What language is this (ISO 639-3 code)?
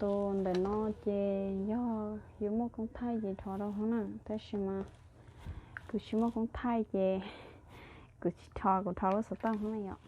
hmn